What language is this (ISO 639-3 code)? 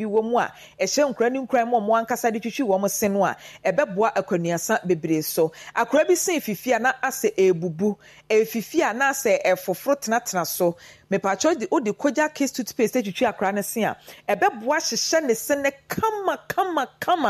aka